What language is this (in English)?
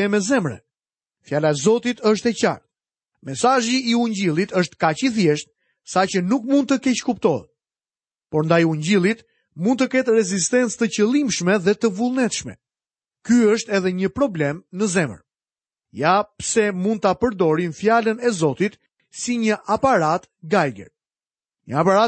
Albanian